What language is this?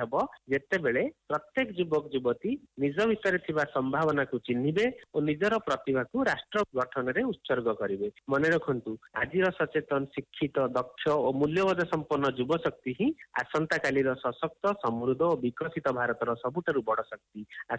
Odia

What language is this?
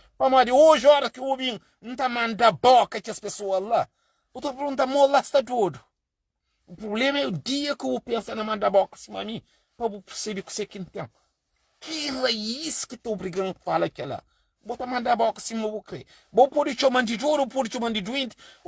Kabuverdianu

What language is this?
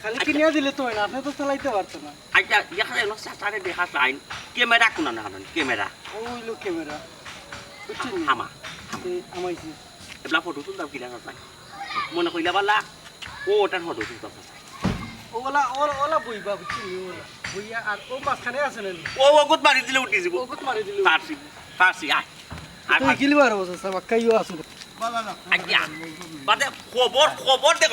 Sylheti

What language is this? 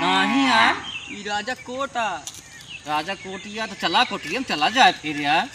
Awadhi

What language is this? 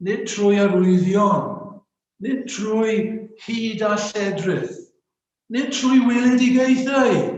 Welsh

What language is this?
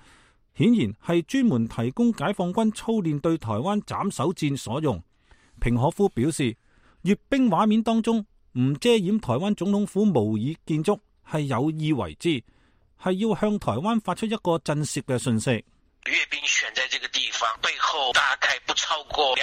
Cantonese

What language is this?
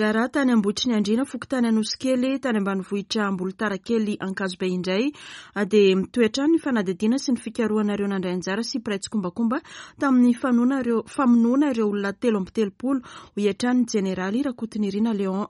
Malagasy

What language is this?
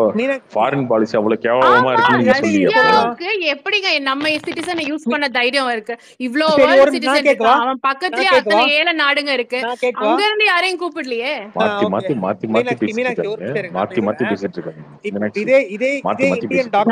Tamil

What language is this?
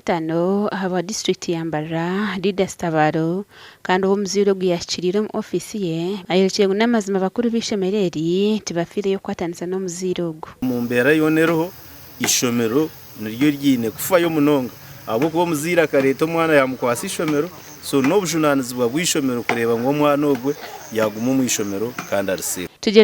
Nyankole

